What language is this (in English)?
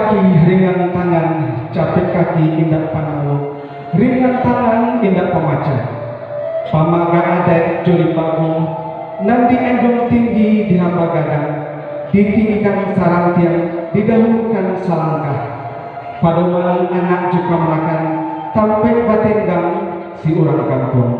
Minangkabau